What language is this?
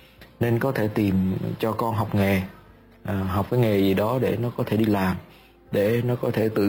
Vietnamese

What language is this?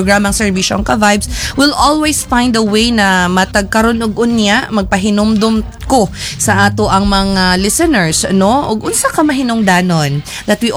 Cebuano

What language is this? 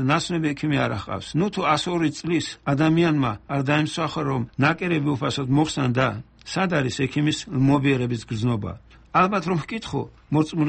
Georgian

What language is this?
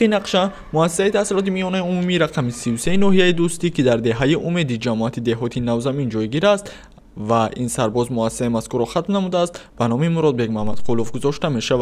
Tajik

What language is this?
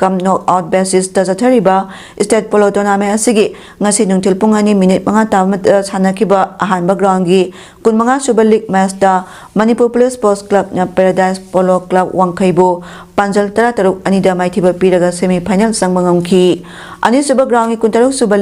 Manipuri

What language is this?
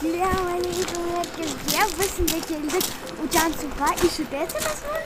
Crimean Tatar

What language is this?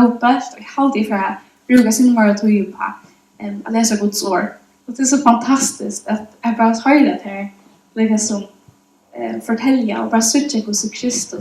Faroese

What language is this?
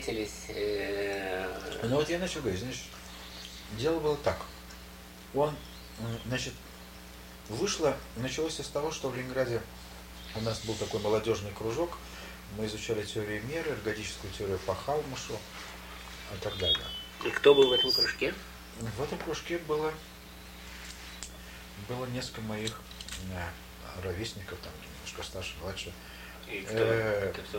Russian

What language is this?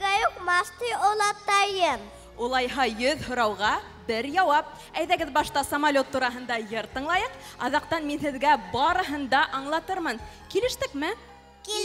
Bashkir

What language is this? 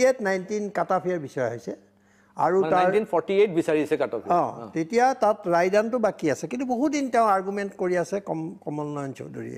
Assamese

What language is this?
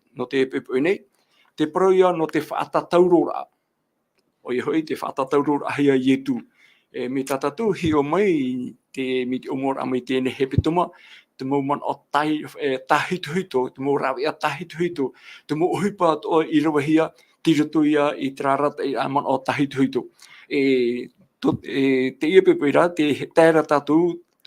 Tahitian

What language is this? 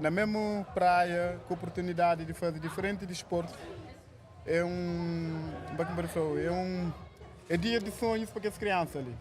Kabuverdianu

